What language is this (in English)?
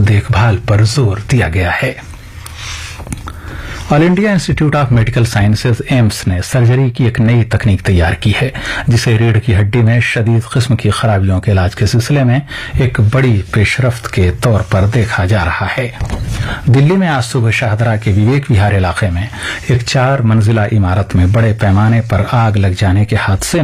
Urdu